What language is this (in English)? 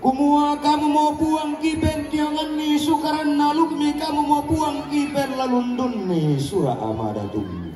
Toraja-Sa'dan